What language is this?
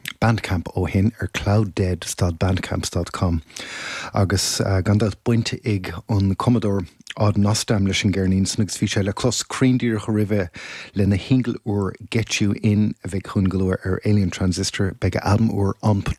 Irish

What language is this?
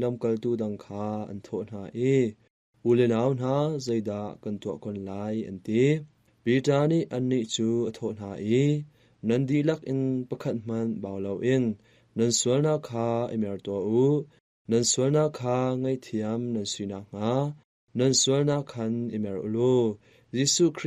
Hakha Chin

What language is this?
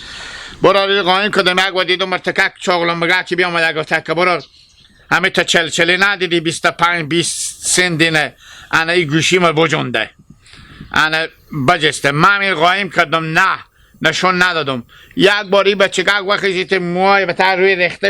Hazaragi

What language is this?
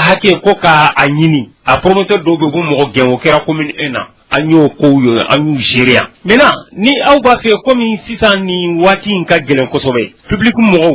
Bambara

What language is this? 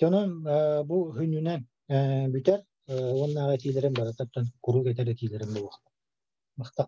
Yakut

